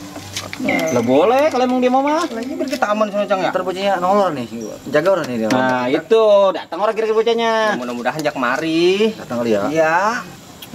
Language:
Betawi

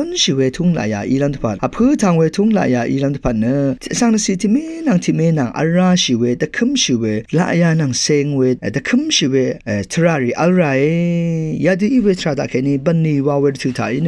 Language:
Rawang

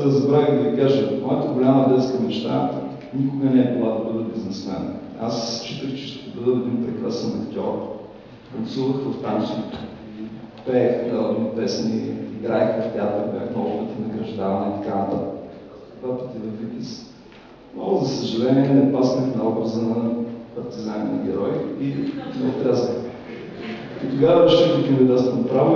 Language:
Bulgarian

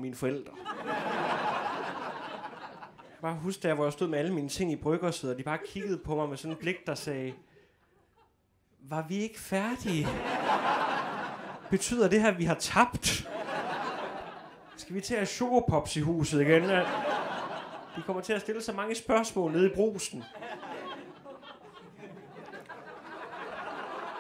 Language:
Danish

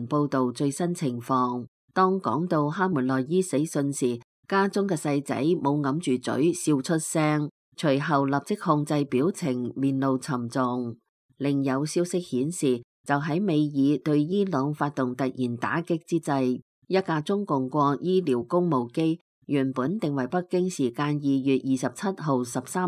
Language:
Cantonese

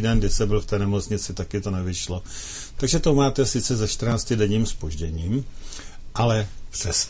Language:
Czech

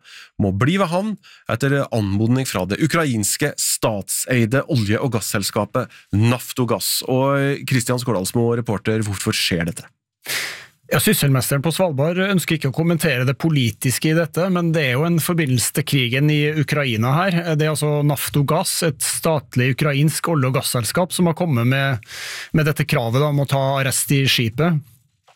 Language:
Norwegian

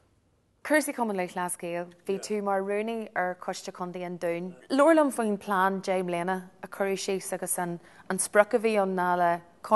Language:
Irish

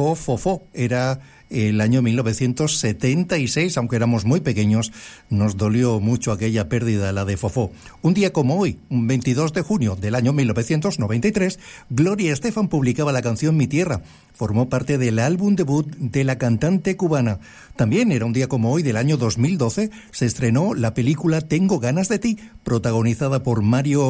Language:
Spanish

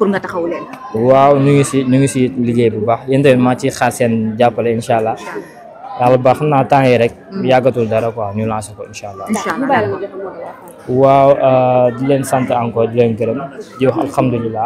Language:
Wolof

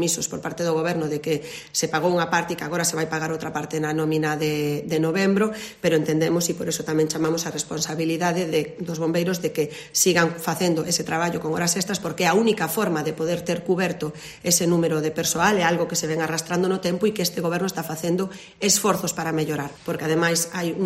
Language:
Galician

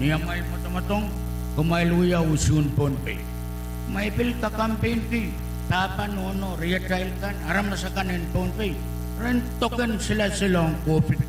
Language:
Pohnpeian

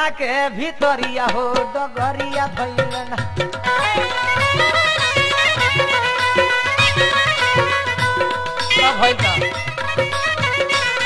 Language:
Bhojpuri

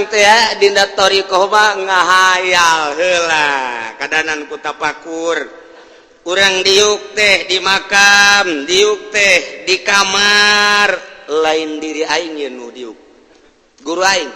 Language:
Sundanese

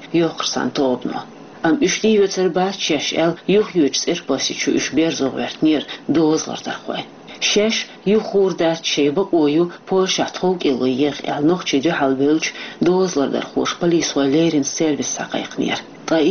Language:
Chechen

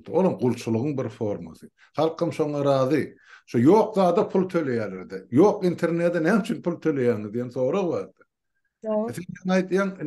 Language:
Turkmen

